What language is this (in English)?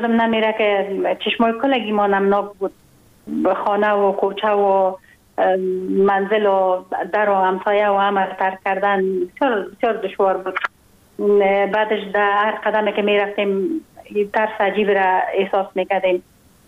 Persian